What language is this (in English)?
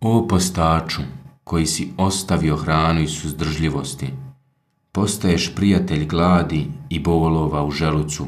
Bosnian